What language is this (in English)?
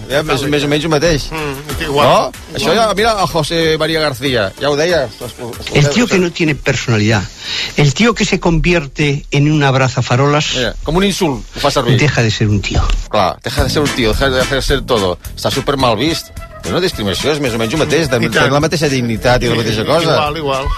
Catalan